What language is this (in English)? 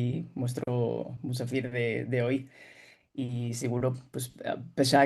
Ladino